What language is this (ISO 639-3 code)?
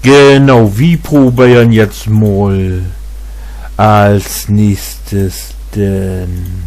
nds